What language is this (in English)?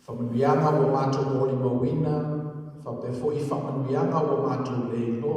Samoan